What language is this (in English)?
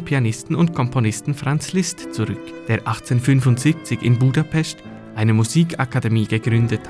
German